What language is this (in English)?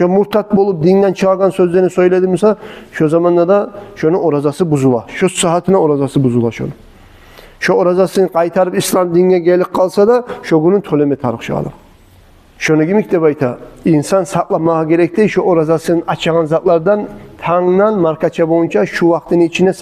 Kumyk